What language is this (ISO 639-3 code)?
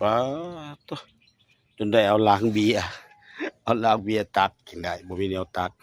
lao